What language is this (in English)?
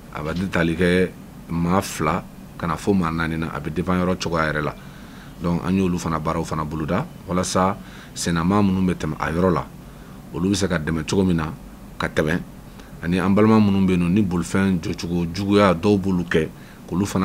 Bambara